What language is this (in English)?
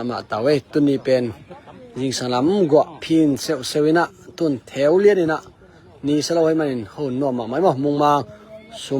Tedim Chin